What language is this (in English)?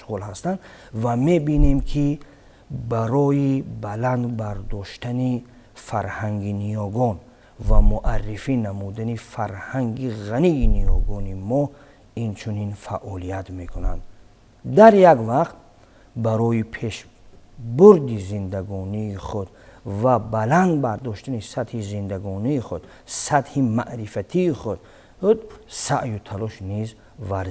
Tajik